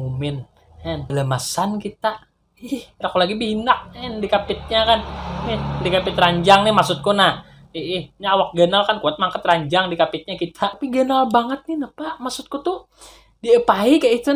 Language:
Banjar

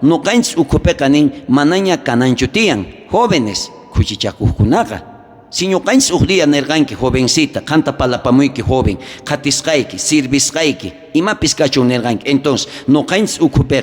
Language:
South Bolivian Quechua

